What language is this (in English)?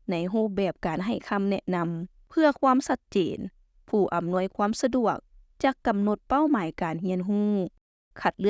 Lao